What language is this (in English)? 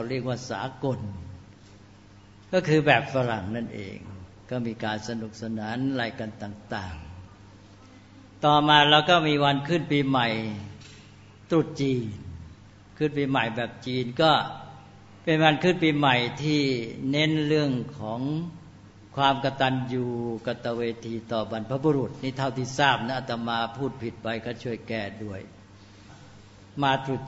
Thai